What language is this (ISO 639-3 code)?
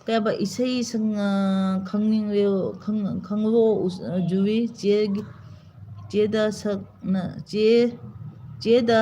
mni